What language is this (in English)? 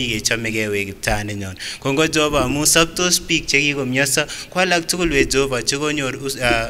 Kipsigis